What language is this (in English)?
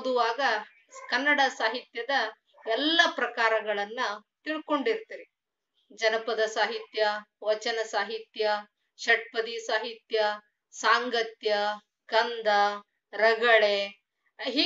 Kannada